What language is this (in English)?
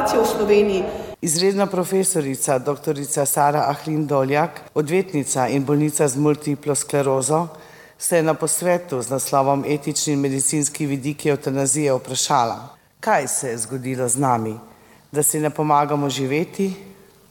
Slovenian